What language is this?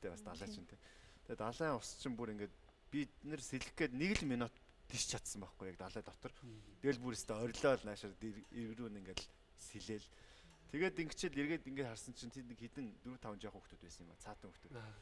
Mongolian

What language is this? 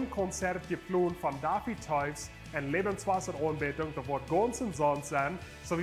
Plautdietsch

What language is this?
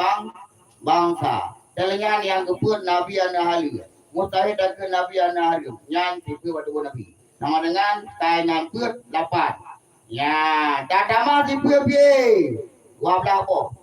Achinese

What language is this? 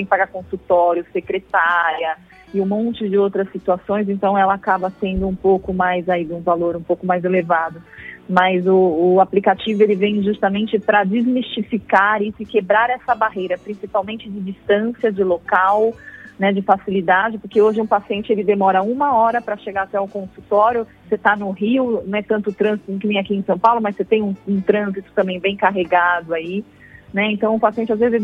Portuguese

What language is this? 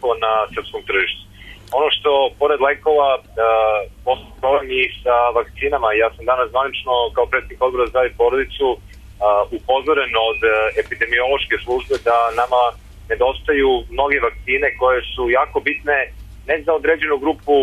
Serbian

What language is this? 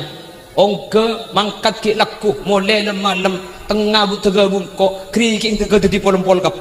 Madurese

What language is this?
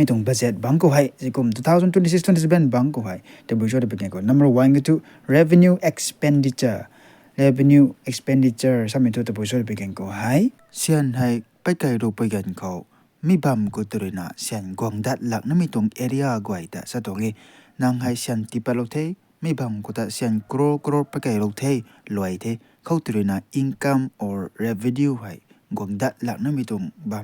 Rongmei Naga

